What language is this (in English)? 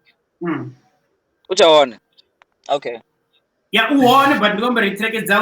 Venda